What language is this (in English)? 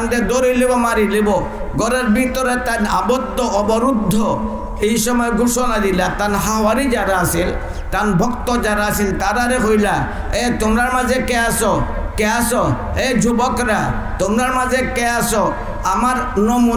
Sylheti